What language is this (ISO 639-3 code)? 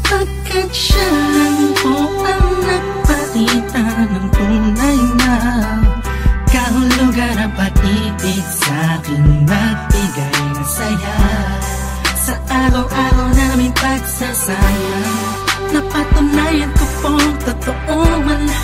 fil